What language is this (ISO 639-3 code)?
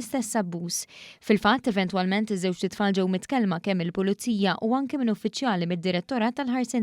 mlt